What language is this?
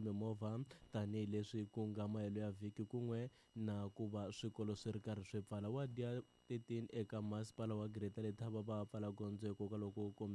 Tsonga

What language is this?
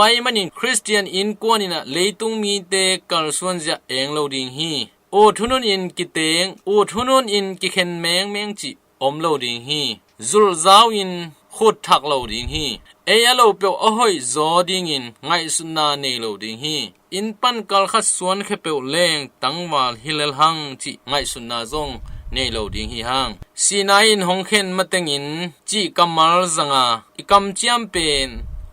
Tedim Chin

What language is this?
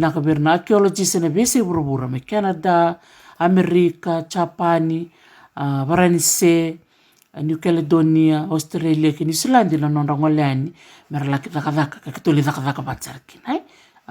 Fijian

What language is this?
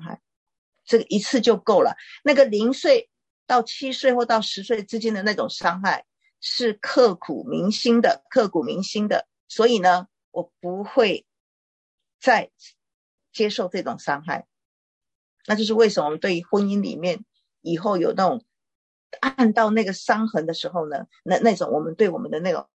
Chinese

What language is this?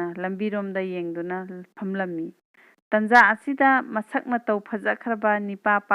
Manipuri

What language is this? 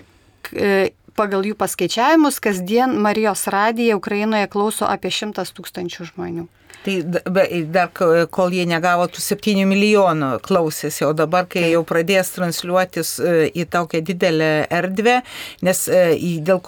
Lithuanian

